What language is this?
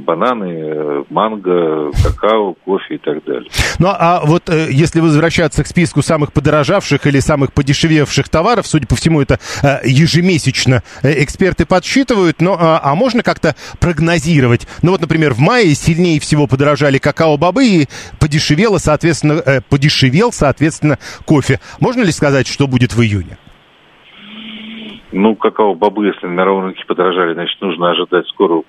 Russian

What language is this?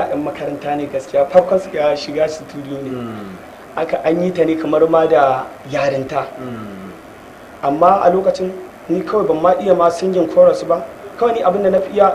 Hausa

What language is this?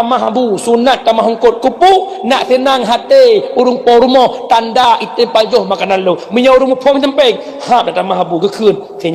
Achinese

